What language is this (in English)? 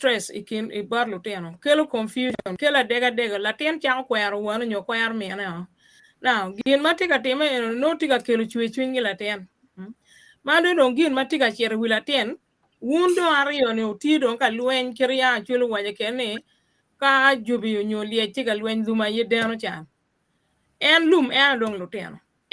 Acoli